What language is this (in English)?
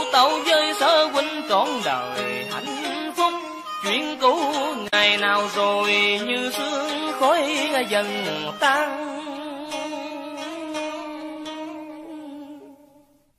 Vietnamese